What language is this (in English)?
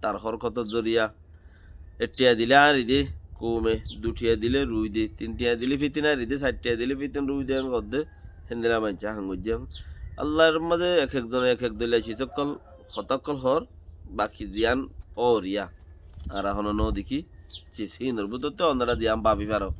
Rohingya